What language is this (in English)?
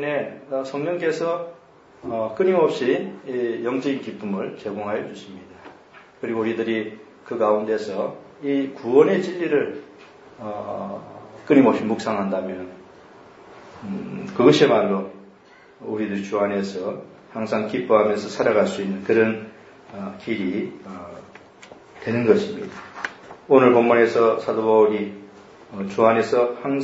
Korean